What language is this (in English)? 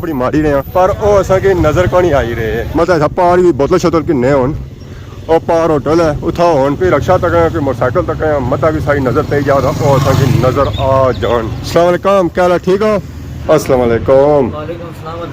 Pahari-Potwari